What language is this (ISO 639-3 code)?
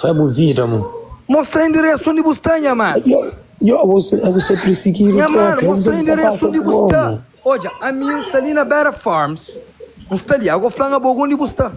kea